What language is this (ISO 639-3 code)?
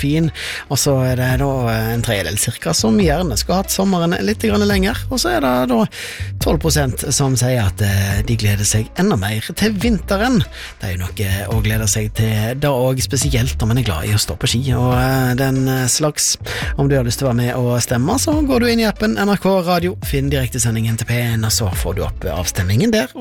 nor